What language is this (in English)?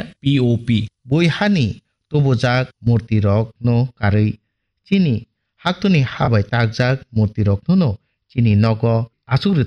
Kok Borok